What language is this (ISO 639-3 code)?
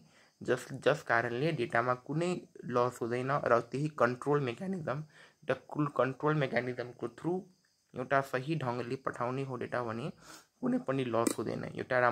nep